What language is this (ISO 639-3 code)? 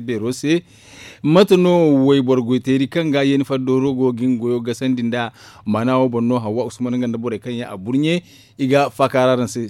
dje